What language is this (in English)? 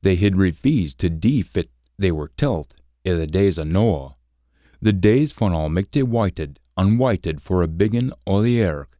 Scots